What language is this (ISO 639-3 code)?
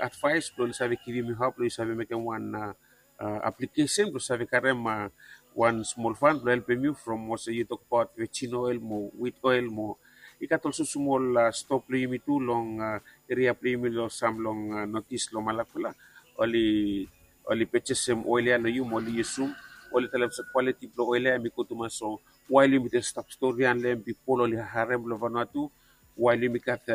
bis